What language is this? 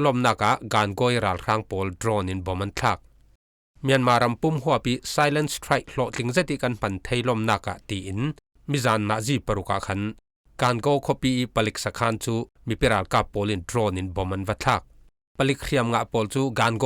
Falam Chin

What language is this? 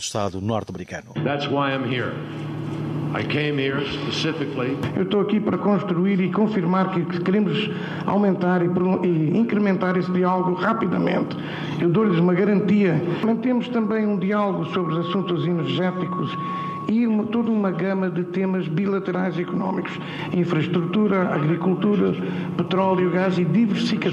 Portuguese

